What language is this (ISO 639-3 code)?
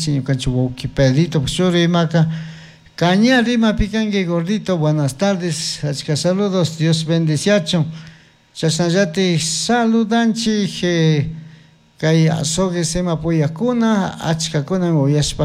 qug